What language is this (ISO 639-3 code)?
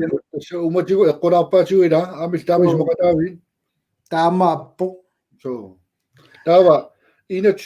kal